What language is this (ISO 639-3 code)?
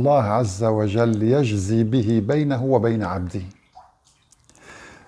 ara